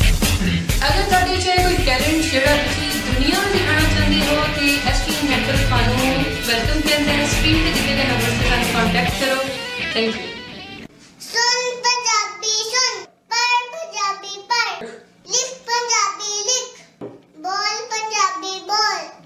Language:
Punjabi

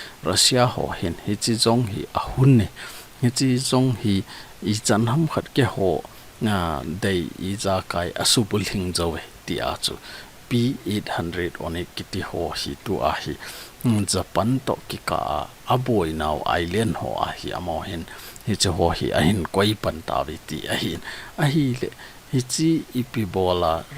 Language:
Thado Chin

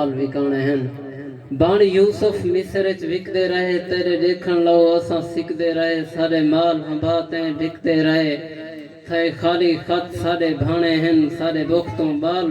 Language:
Saraiki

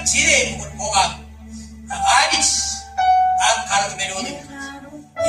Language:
Marshallese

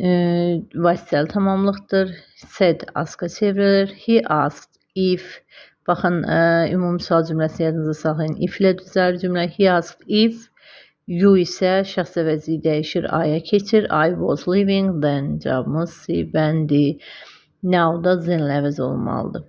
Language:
Azerbaijani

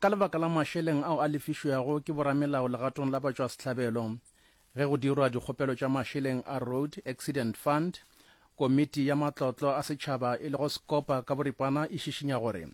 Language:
Northern Sotho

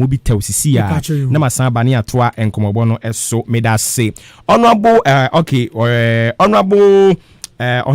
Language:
Akan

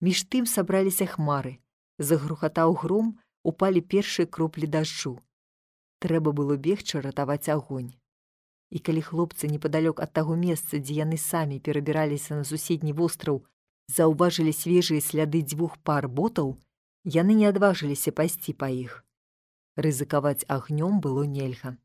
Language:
Belarusian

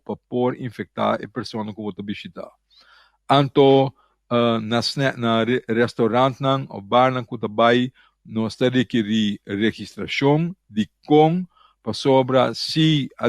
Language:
Papiamento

